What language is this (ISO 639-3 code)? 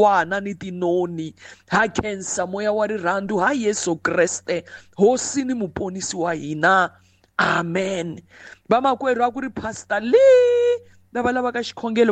tso